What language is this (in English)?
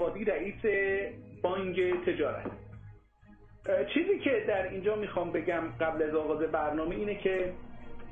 Persian